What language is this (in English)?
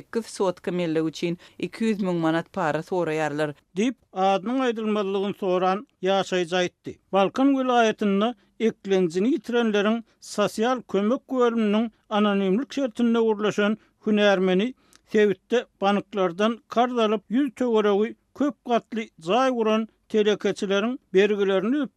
Turkmen